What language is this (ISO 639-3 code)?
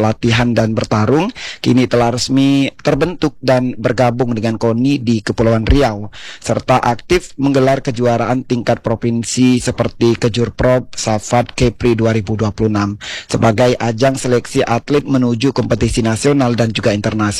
ind